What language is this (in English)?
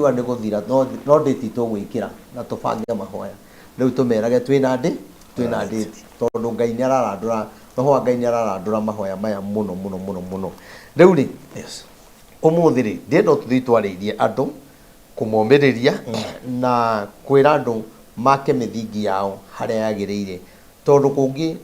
Kikuyu